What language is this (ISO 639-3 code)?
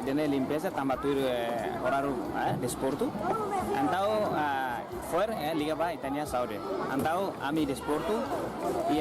tet